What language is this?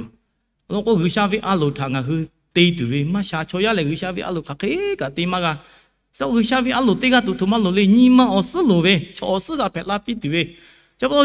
Lahu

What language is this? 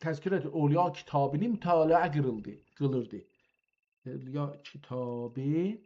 South Azerbaijani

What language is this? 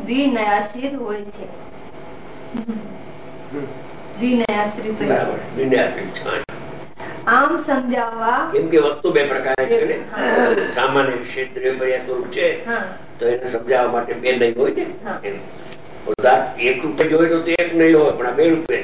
Gujarati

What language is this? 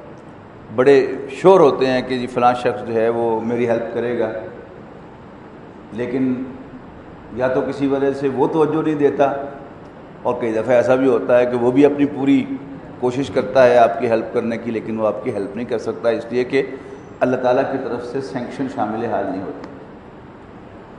Urdu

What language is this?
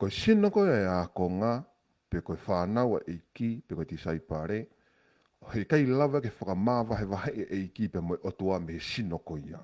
Tongan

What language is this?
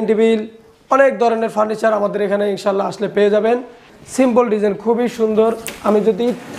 Bangla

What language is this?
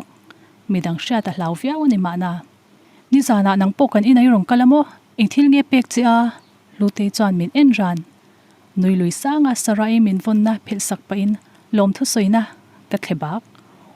Mizo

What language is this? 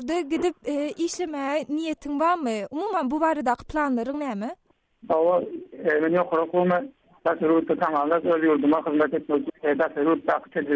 Turkmen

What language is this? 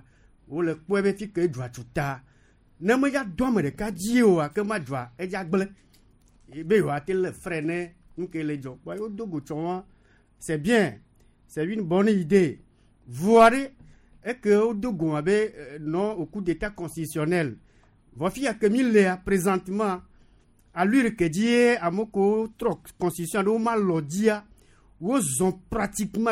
Gen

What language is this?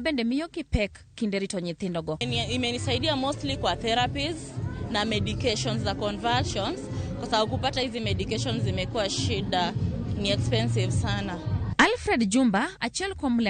Luo (Kenya and Tanzania)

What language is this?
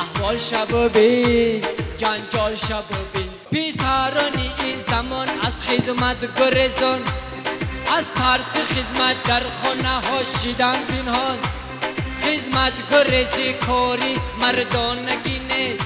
Tajik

